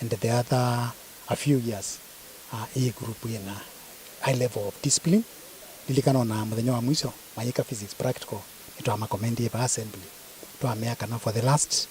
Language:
Kamba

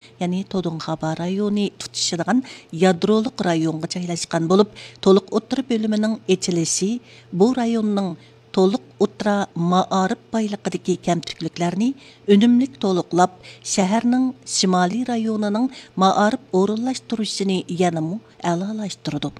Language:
Uyghur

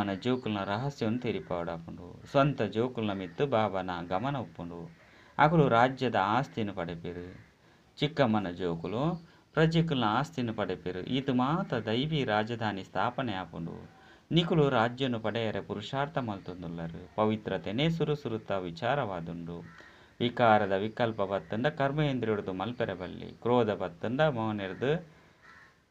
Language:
Tulu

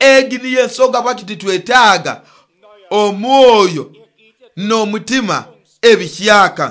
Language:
Nyoro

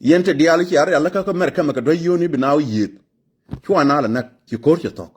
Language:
Nuer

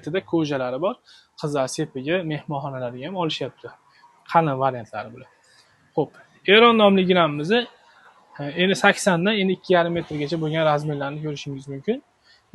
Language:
Uzbek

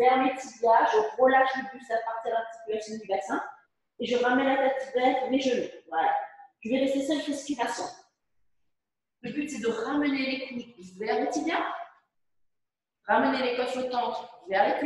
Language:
French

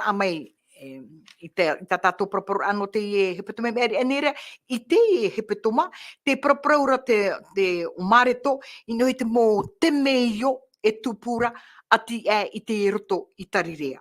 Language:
Tahitian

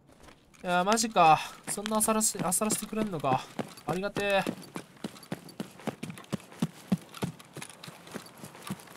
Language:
Japanese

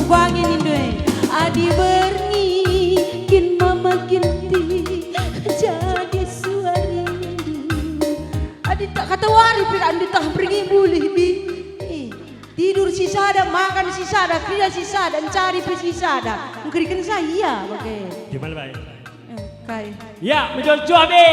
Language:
Batak Karo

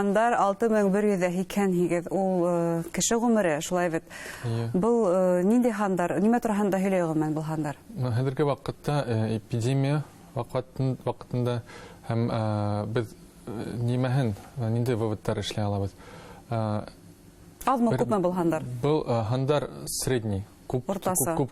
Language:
Bashkir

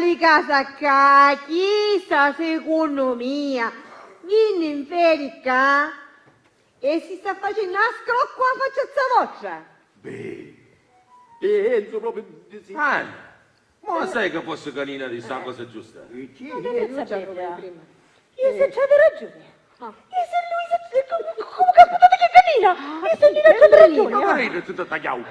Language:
Sicilian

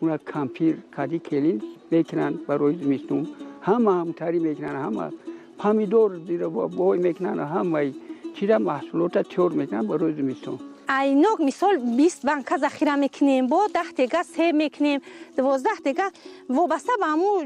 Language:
Tajik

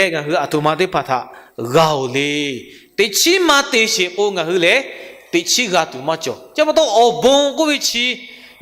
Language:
Lahu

